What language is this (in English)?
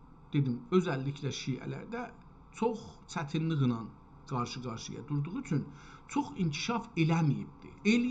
South Azerbaijani